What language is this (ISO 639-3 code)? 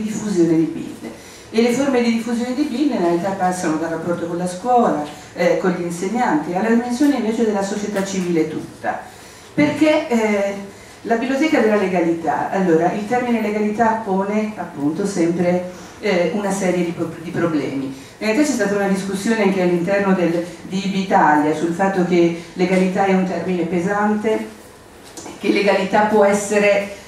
ita